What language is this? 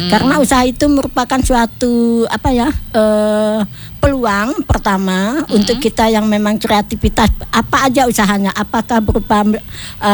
Indonesian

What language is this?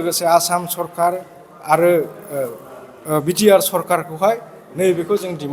Bodo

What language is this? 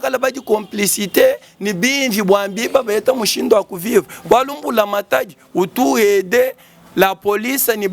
Luba-Lulua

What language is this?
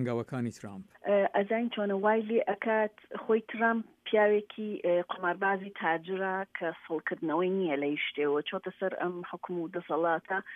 Central Kurdish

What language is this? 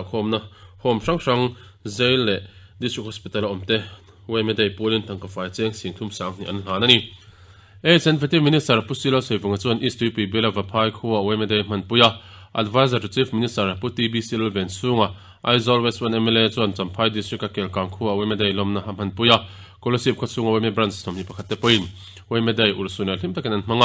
Mizo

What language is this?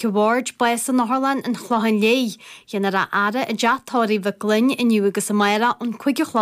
Irish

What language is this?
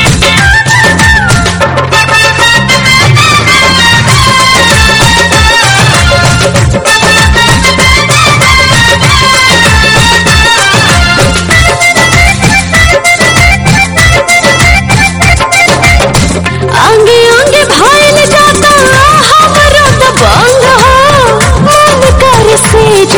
Bhojpuri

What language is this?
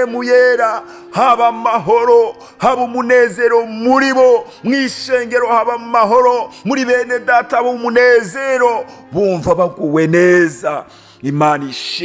Rundi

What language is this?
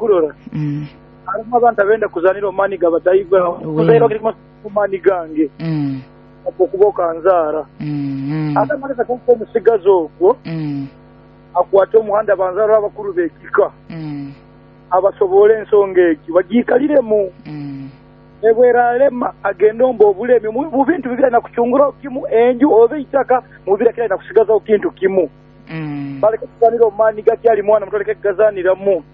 Nyoro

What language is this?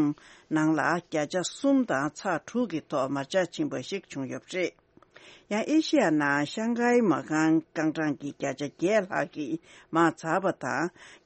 Tibetan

